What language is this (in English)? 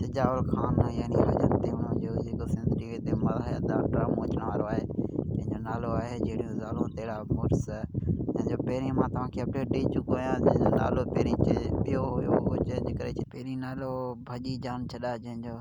Sindhi